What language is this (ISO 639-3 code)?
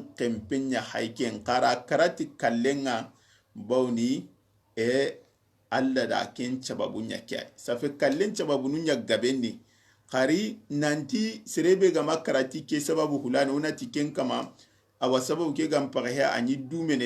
snk